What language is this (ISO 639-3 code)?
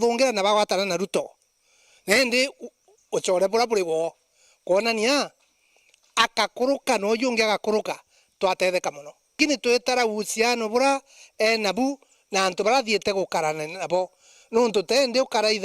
mer